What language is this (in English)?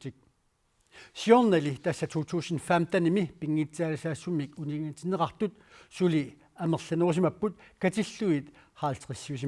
Kalaallisut